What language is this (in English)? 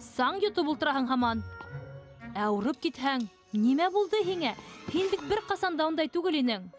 Bashkir